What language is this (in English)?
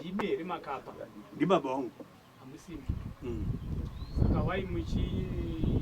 Shona